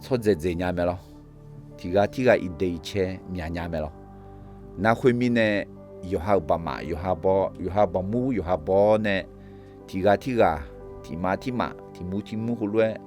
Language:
Akha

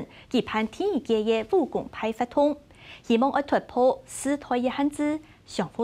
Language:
Hakka Chinese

